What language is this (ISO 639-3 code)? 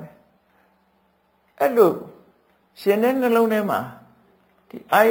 mya